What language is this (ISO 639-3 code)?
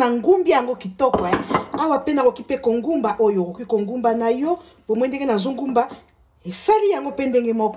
lin